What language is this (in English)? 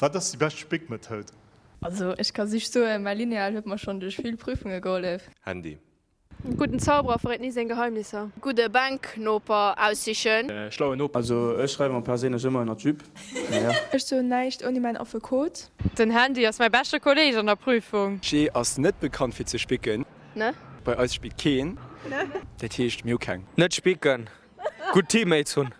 Luxembourgish